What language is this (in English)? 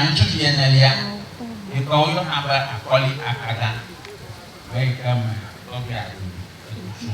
Ewe